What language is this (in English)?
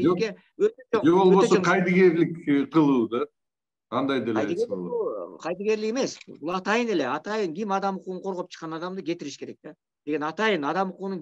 Kyrgyz